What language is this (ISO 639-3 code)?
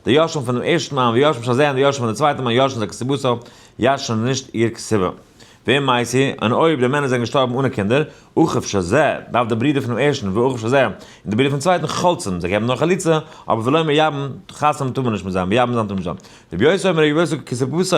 yid